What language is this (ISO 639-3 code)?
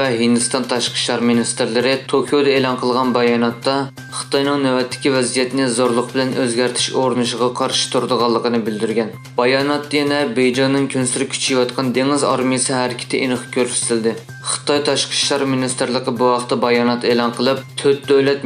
uig